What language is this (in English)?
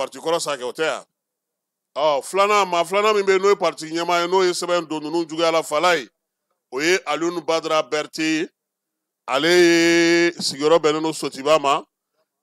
Bambara